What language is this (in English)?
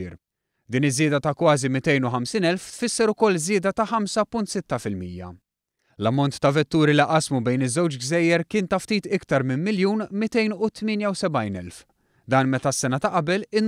Maltese